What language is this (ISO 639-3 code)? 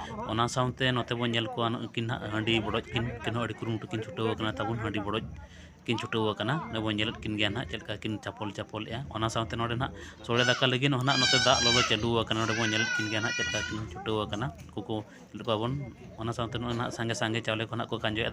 sat